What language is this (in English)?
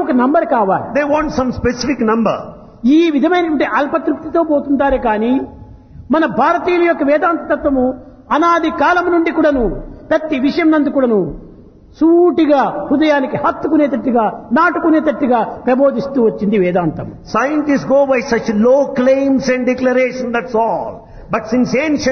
Telugu